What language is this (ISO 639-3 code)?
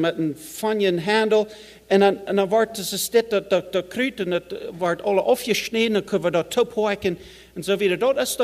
pdt